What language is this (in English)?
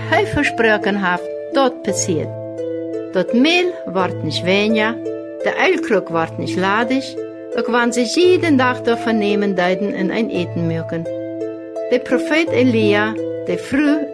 Plautdietsch